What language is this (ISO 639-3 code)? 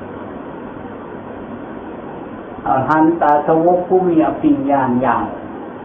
tha